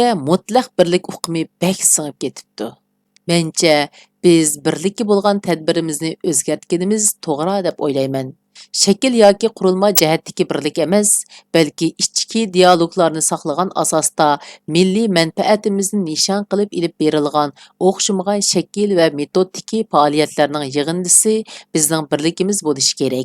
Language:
Uyghur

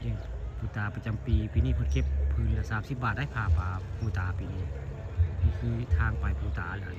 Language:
Northeastern Thai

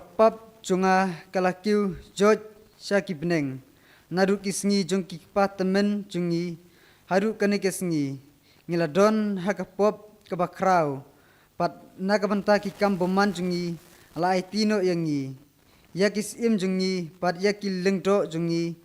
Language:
Khasi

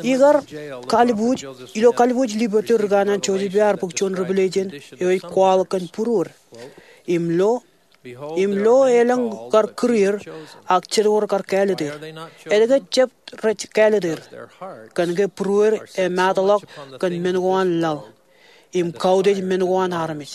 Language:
Marshallese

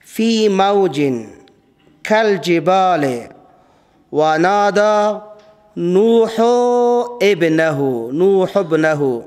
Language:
Persian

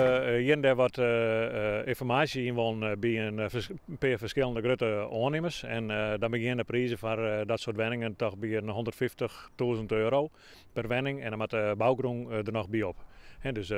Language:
Western Frisian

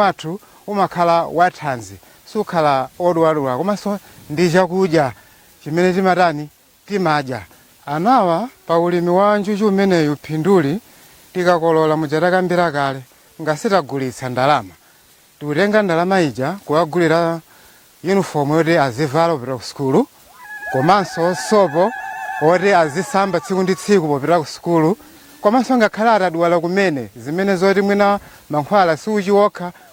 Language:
Nyanja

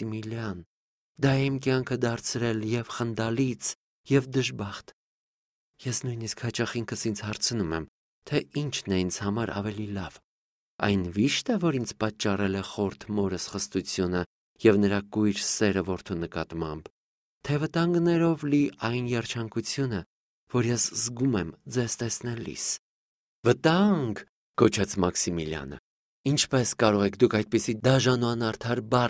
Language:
Armenian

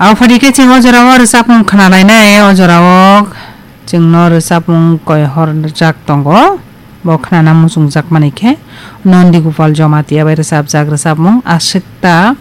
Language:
Kok Borok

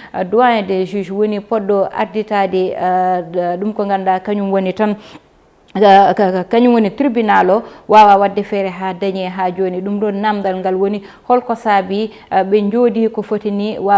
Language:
Fula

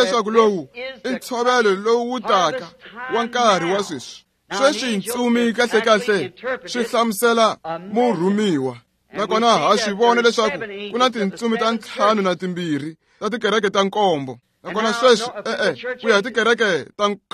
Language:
Tsonga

